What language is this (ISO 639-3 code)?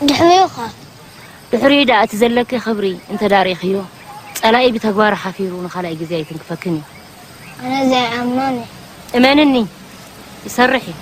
tir